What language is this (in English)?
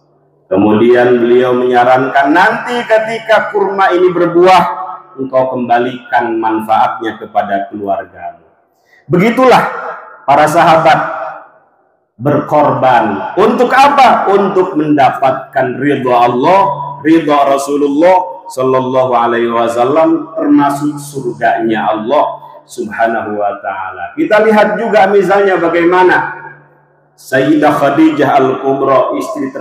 Indonesian